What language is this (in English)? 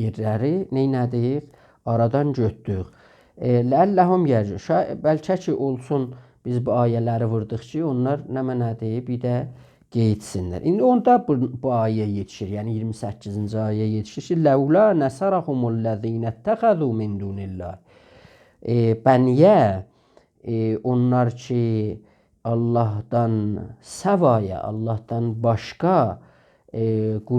South Azerbaijani